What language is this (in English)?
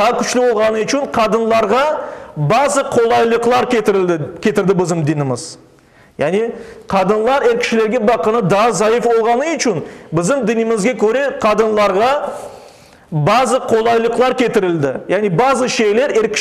Crimean Tatar